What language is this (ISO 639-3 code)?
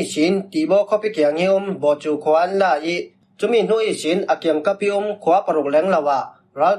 cfm